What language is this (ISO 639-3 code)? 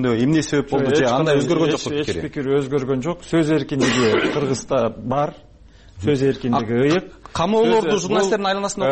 kir